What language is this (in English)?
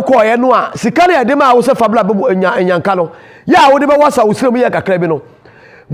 Akan